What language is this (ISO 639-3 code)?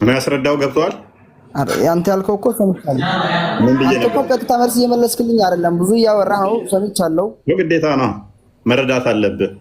amh